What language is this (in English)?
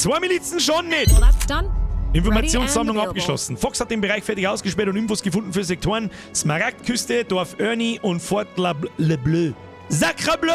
Bavarian